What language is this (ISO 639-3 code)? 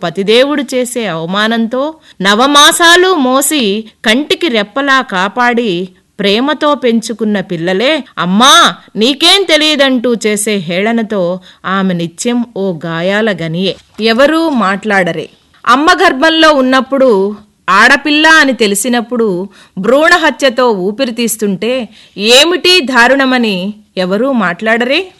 tel